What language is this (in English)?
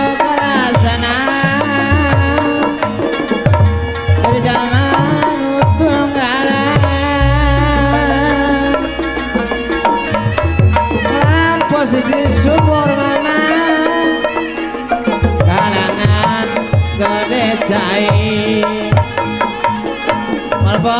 Sundanese